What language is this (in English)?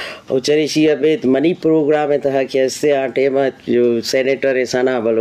Eastern Balochi